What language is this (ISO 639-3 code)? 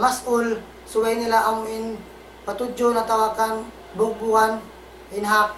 tsg